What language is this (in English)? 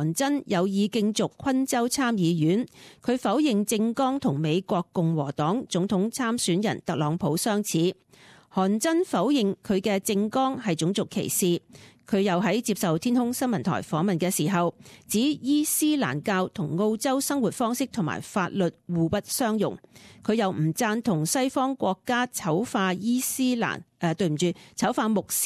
Cantonese